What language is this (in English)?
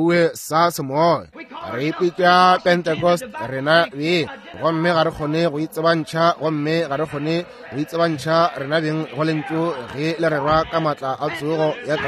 Northern Sotho